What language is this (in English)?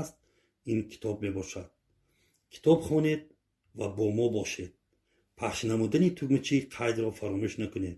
Tajik